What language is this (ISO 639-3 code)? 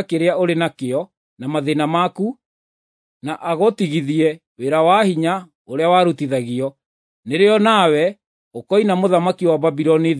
kik